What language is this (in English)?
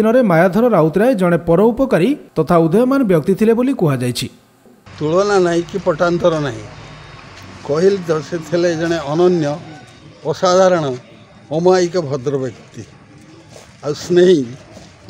Odia